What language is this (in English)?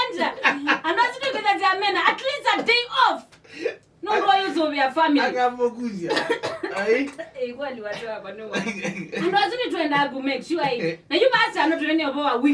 Kamba